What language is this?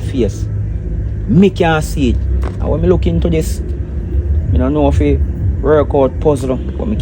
Jamaican Creole English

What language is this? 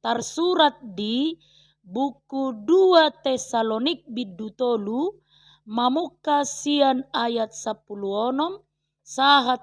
Batak Toba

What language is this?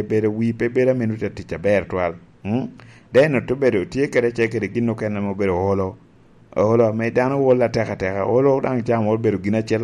Lango (Uganda)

